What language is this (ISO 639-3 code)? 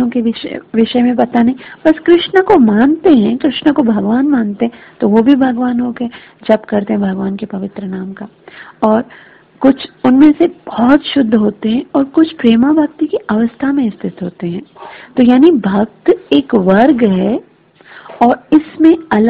hin